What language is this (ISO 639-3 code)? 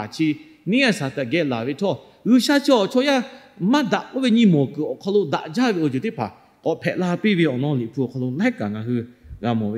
lhu